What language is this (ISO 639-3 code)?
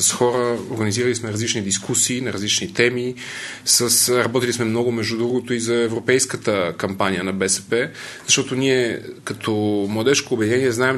bul